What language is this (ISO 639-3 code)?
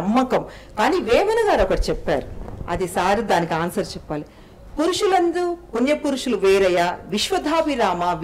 tel